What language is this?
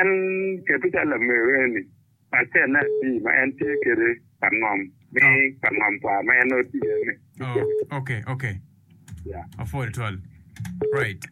Acoli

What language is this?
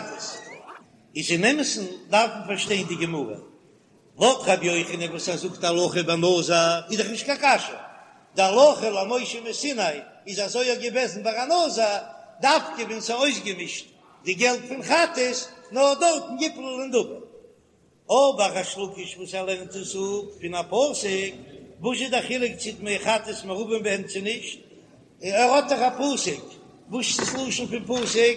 Yiddish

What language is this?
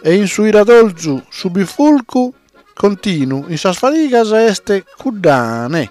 Sardinian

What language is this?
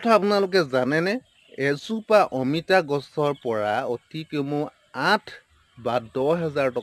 Assamese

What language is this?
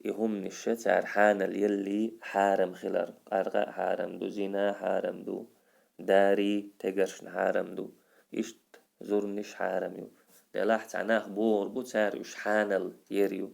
Chechen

